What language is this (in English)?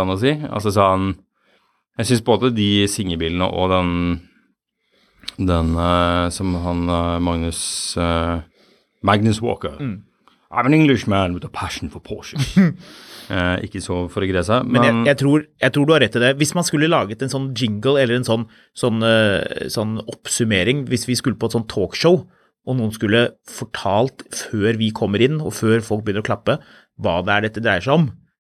Norwegian